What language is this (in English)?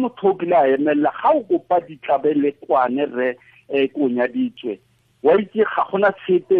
Tswana